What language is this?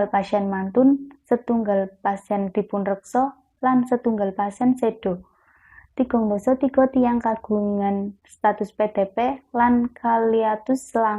Javanese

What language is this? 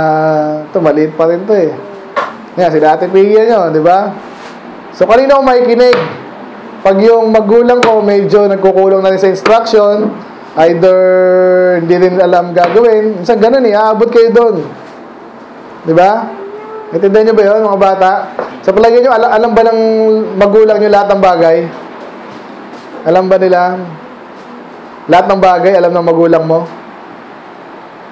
Filipino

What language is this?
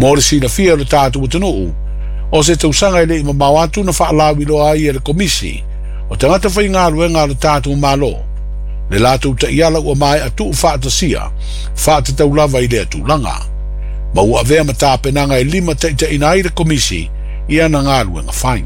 Samoan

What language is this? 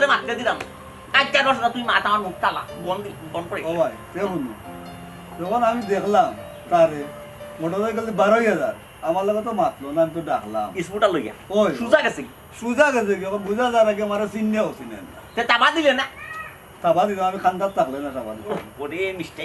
Sylheti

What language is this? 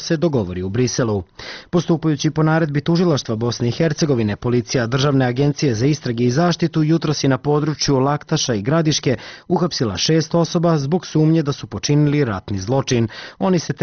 Serbian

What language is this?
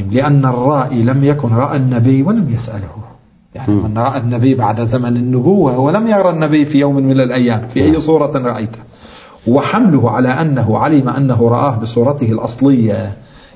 Arabic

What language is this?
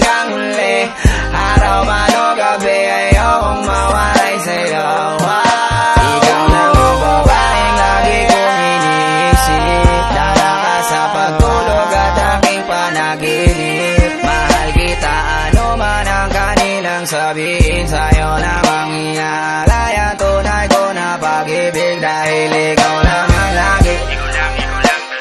Filipino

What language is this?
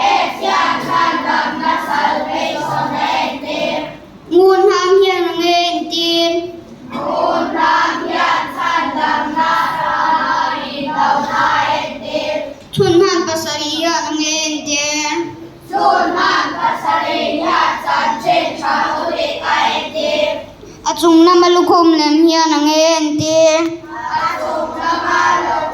Mizo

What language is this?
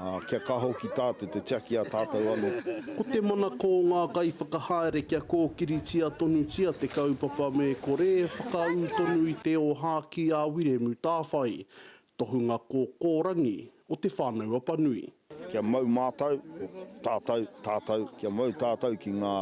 Māori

